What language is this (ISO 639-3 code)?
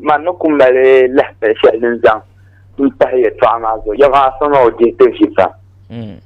dag